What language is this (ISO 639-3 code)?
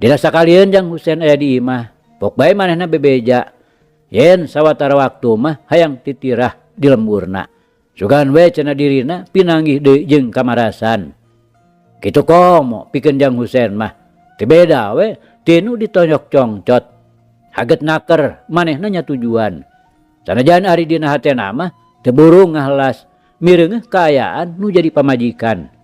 sun